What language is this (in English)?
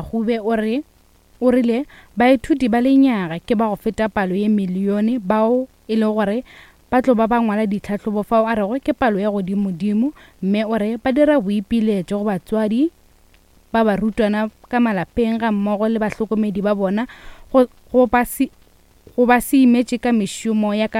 Northern Sotho